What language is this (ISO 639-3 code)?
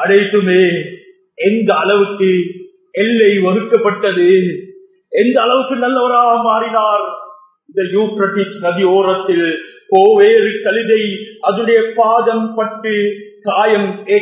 tam